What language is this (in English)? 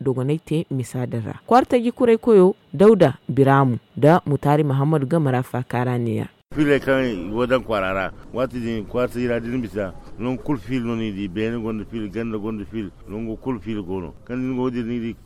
Zarma